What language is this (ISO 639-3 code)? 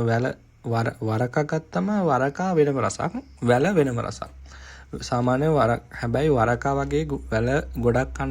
sin